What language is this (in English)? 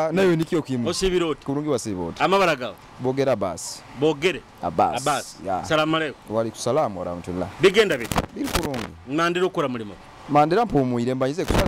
Nyoro